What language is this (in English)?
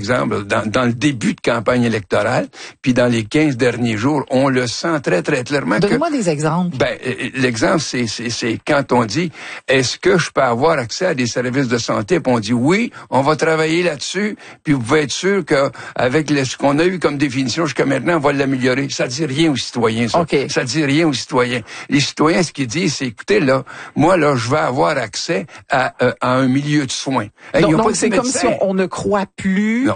French